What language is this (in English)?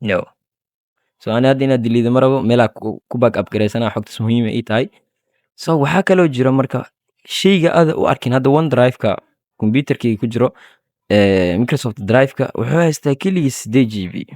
Somali